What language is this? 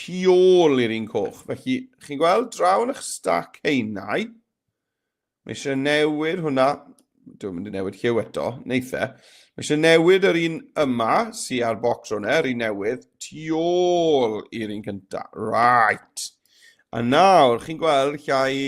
Welsh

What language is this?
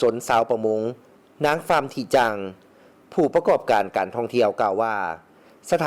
Lao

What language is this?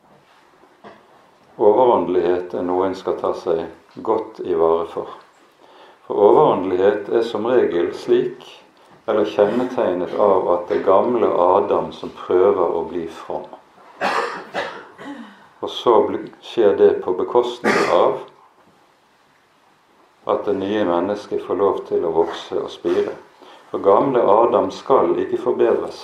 Norwegian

